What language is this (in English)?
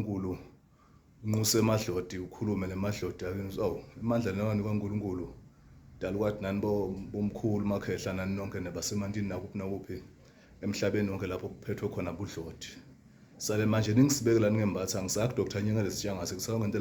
Zulu